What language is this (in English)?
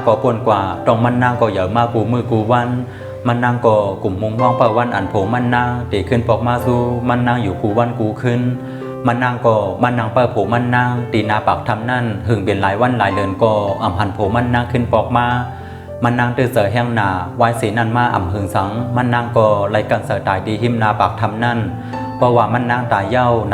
Shan